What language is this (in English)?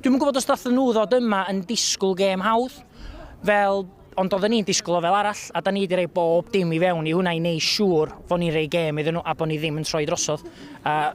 Welsh